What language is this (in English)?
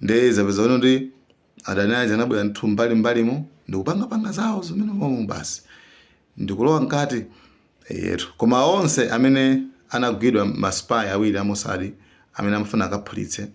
Nyanja